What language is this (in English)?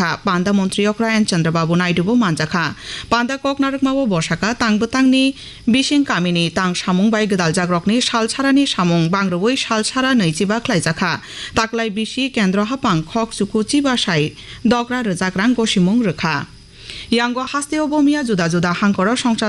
Kok Borok